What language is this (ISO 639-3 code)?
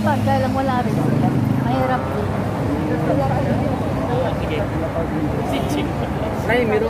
fil